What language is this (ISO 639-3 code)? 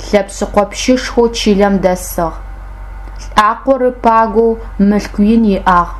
ady